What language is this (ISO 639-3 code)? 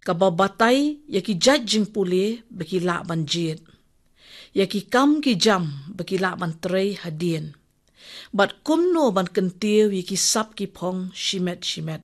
kha